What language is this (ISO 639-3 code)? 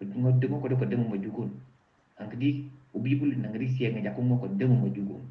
knf